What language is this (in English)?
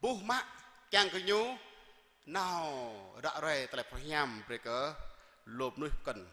Jarai